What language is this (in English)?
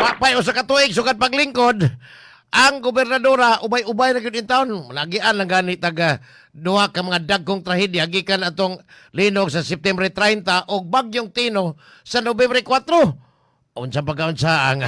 Cebuano